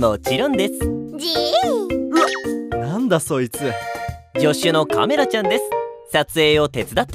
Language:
Japanese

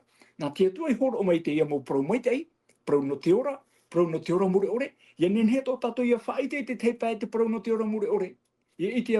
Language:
Tahitian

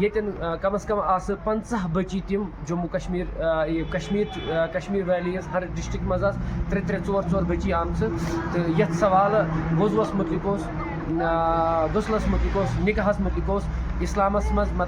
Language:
Kashmiri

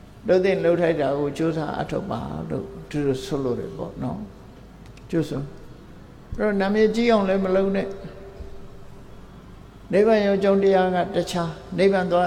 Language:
Burmese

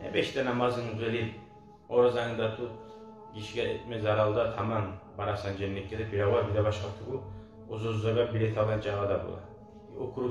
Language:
Kumyk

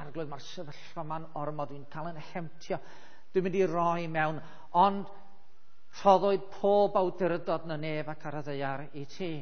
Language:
Welsh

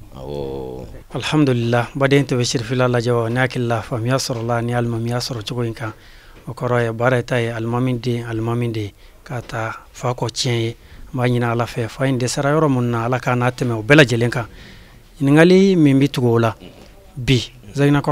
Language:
Bambara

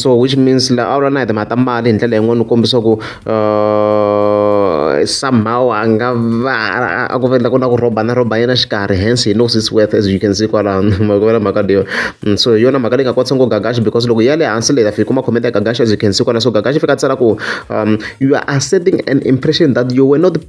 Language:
Tsonga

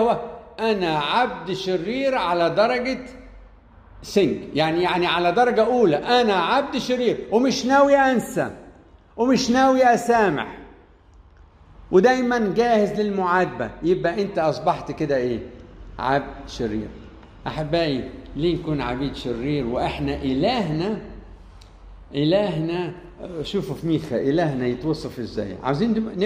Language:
Egyptian Arabic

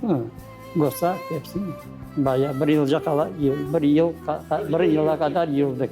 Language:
Crimean Tatar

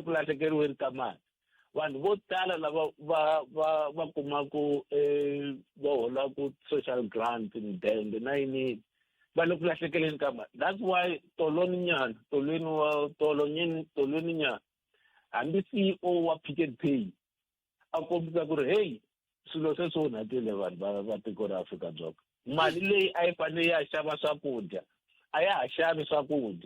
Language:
Tsonga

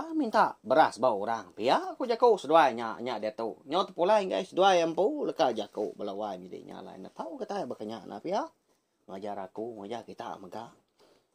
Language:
Iban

